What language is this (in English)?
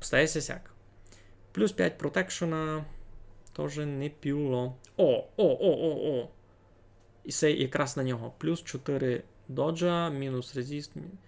Rusyn